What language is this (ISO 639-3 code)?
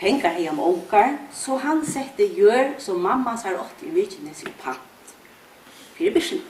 fao